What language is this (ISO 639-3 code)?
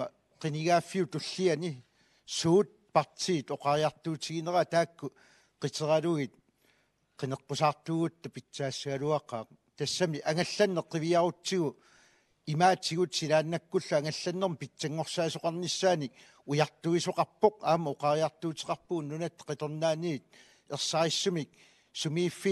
kal